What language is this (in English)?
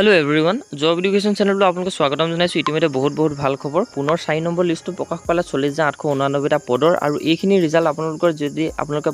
Assamese